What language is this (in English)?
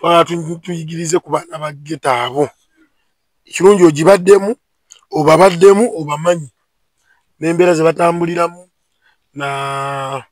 Ganda